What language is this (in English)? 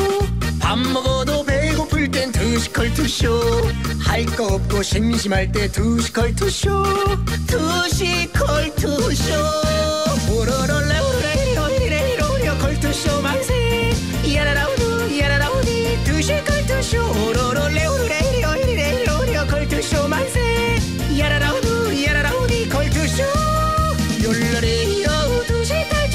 Korean